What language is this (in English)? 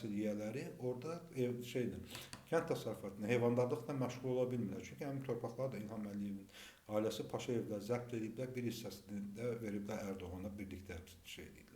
Azerbaijani